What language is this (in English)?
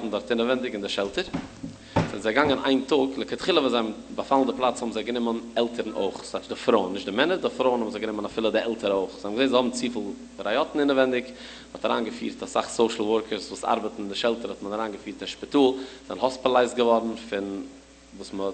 Yiddish